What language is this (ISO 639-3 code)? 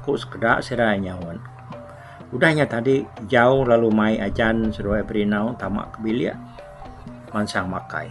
iba